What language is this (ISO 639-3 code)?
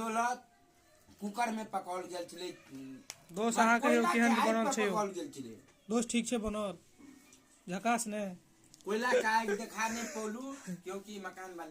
mai